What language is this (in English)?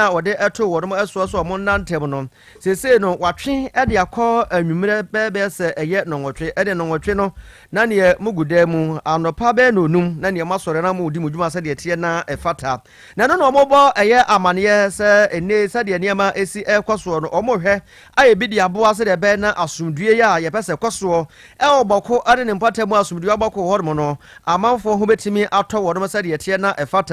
Akan